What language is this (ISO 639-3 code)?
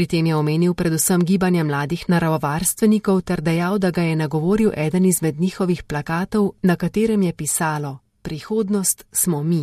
slv